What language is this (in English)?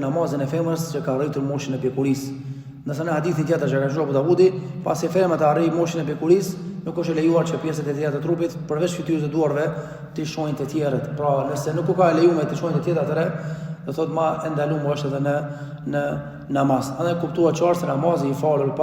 Albanian